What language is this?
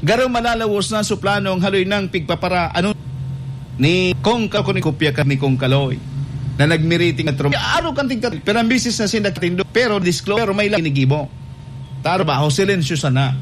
Bikol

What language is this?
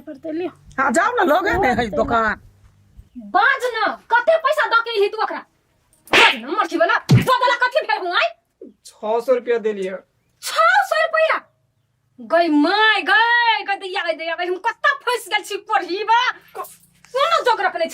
Maithili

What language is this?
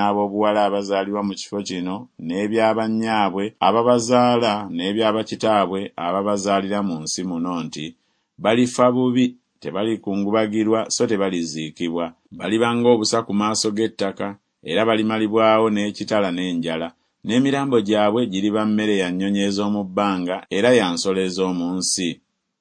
Ganda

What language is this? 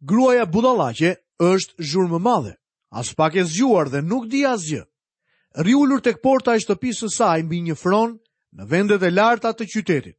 Albanian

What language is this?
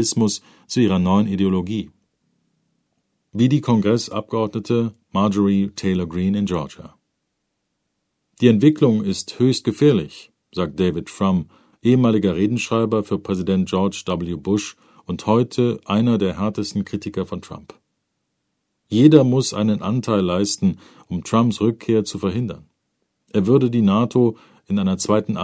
German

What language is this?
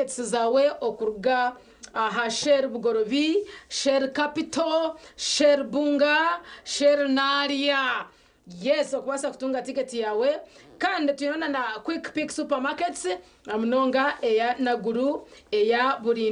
Nyankole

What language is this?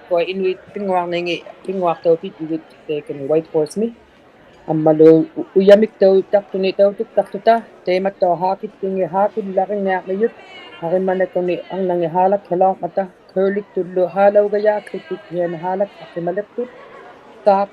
Inuktitut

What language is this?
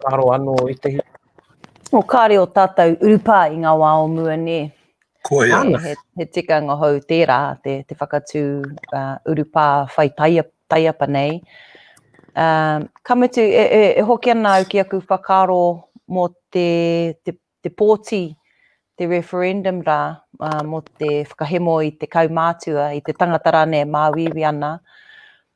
Māori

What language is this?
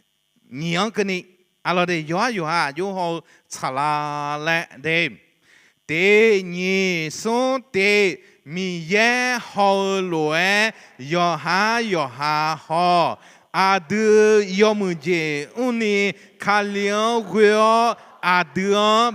Akha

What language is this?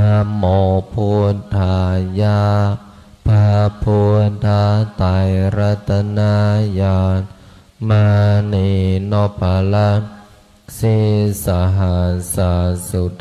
Pali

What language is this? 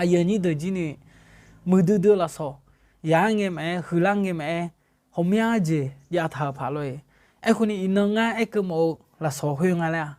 Akha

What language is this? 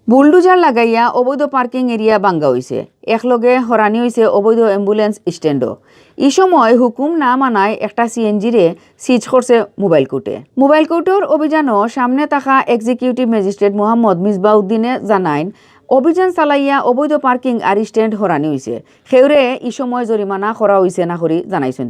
Sylheti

